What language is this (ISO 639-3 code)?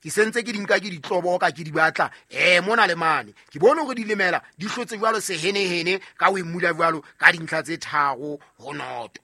sot